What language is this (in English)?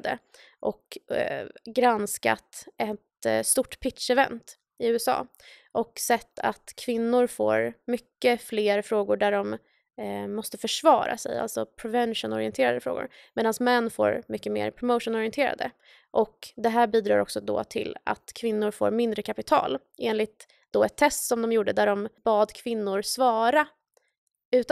Swedish